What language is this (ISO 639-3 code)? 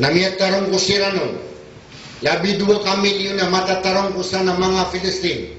mrw